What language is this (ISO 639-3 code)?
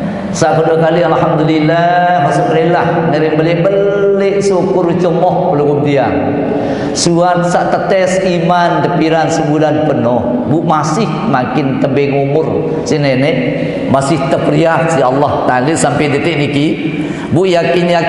sas